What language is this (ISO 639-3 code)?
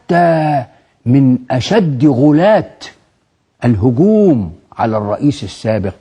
arz